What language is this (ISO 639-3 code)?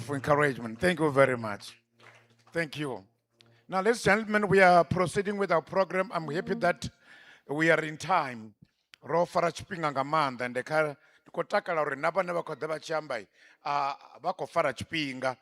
ven